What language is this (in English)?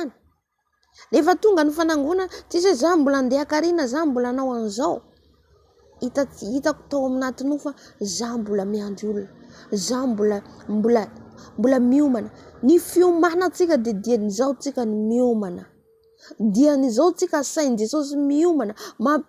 Malagasy